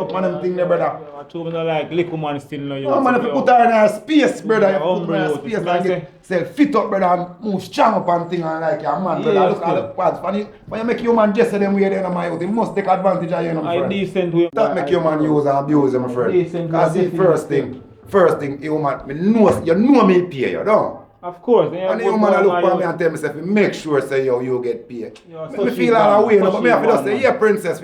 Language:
Jamaican Creole English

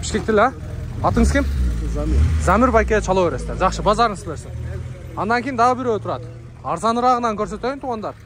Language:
Kyrgyz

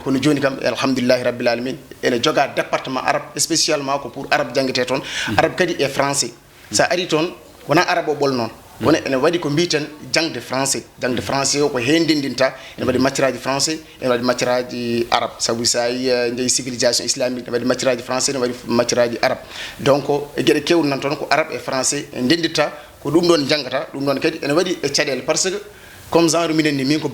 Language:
Fula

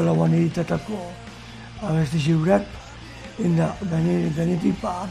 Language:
Basque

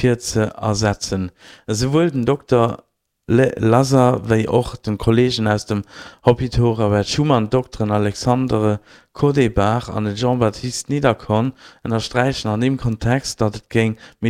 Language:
Luxembourgish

